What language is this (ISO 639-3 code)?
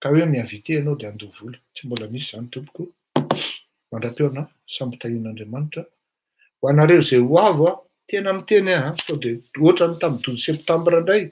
mlg